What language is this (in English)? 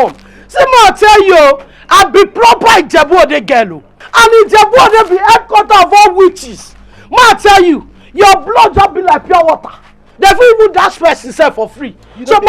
Nigerian Pidgin